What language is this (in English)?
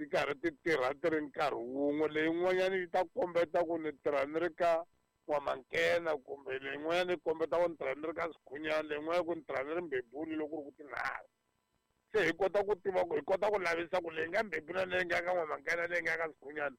Tsonga